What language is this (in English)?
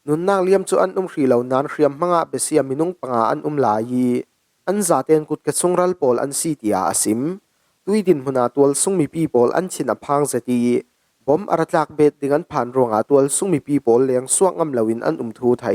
Falam Chin